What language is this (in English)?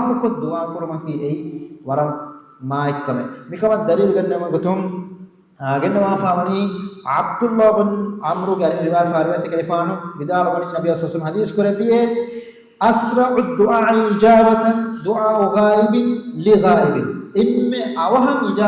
Divehi